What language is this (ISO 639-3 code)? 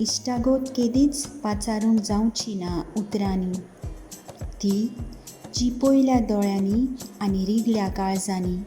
kok